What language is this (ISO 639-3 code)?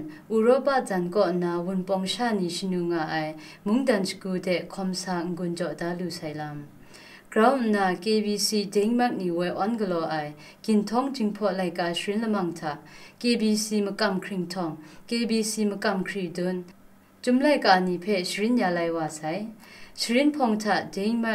kac